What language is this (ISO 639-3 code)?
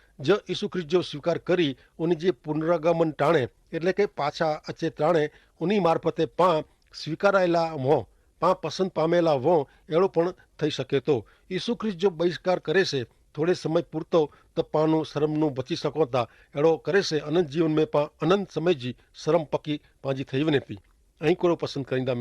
kfr